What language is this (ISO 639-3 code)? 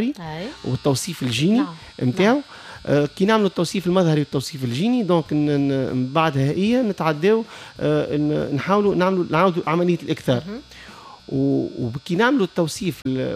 aeb